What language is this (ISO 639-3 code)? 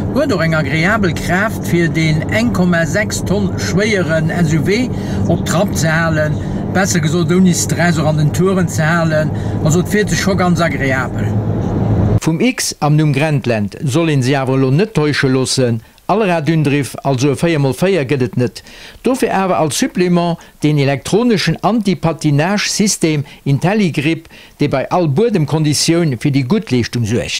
ltz